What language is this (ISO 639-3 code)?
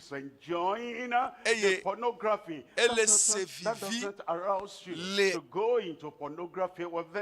ewe